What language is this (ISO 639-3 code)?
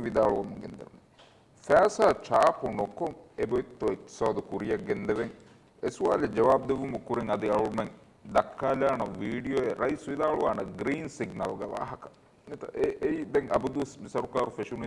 div